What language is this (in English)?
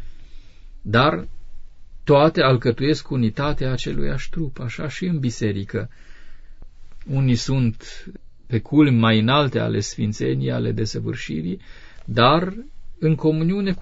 Romanian